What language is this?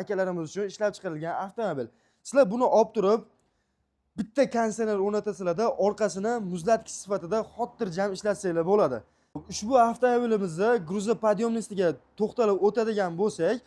Uzbek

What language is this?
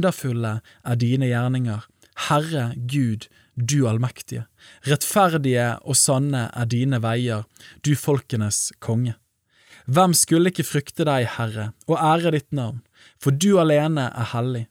Norwegian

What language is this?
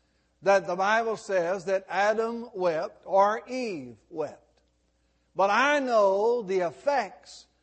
English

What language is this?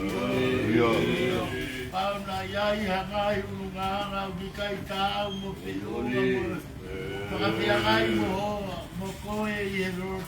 Tongan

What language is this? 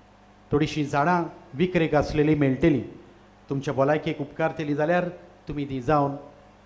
Konkani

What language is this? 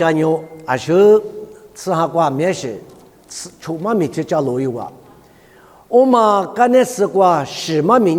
Lisu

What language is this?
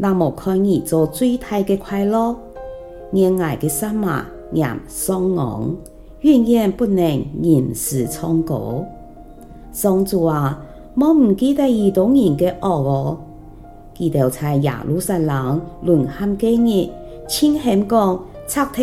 Hakka Chinese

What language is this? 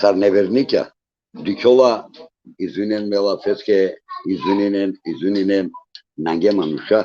Balkan Romani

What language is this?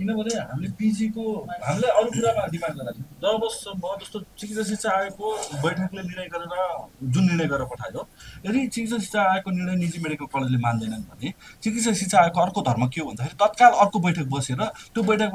Nepali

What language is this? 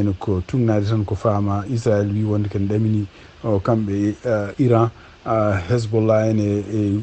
Fula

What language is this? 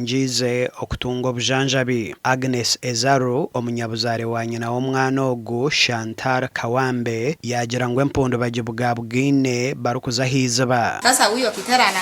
Nyankole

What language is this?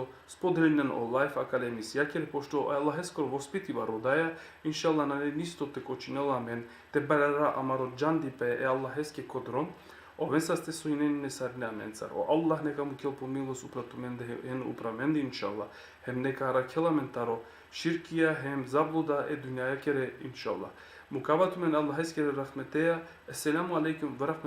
Balkan Romani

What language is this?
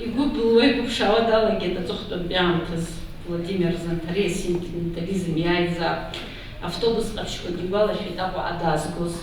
Abkhazian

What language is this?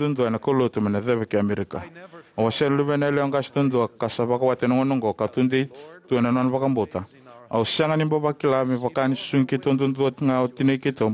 Fijian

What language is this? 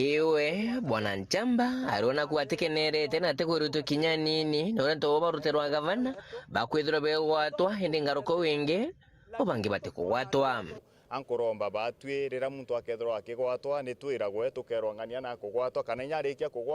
Meru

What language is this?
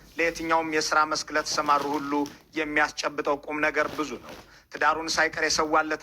Amharic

